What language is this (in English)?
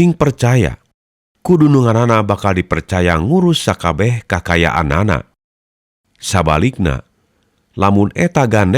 Sundanese